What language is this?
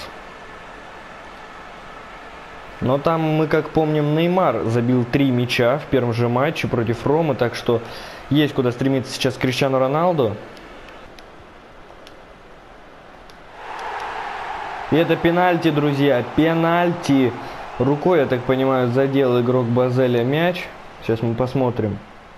Russian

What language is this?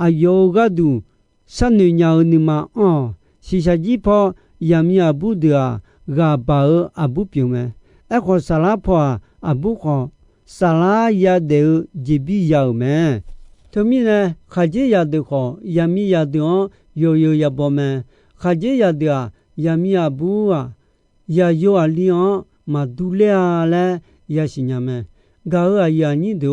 Akha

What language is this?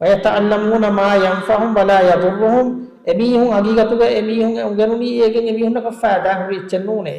Divehi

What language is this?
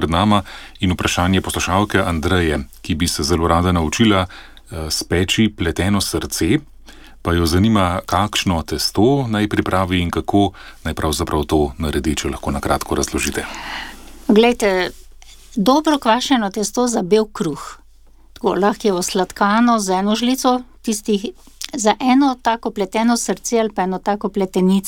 Slovenian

